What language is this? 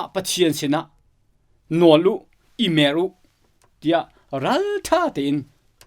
Hakha Chin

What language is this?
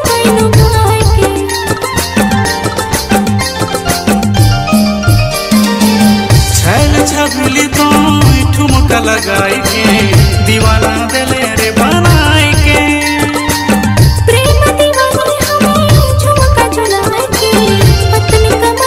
Bhojpuri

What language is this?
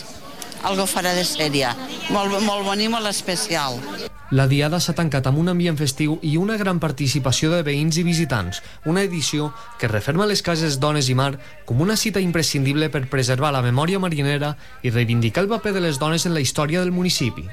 Catalan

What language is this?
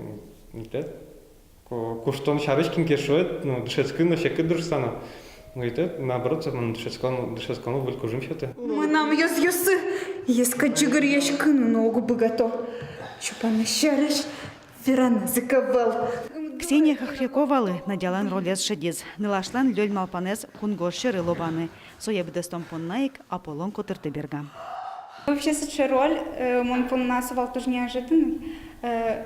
Udmurt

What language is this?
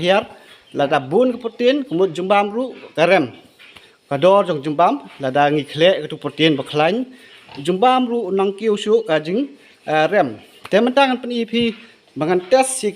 Khasi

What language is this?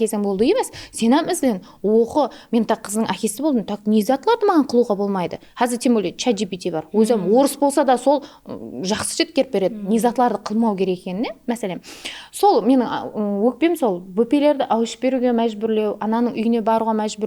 Kara-Kalpak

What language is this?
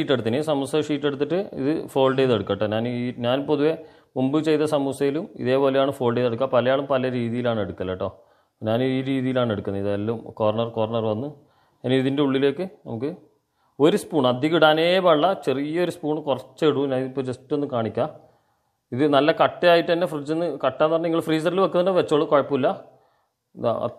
Malayalam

